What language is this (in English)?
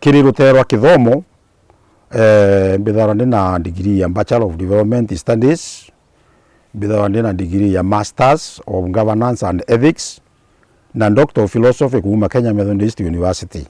Meru